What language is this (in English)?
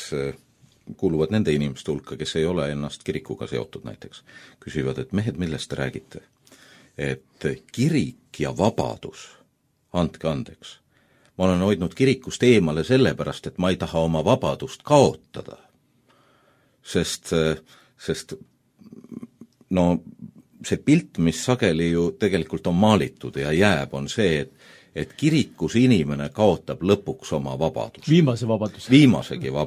Estonian